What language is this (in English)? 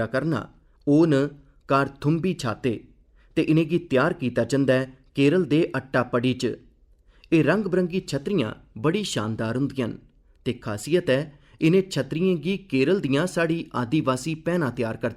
Dogri